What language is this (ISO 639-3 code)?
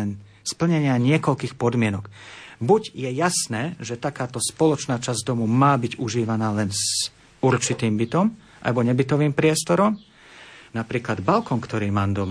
slk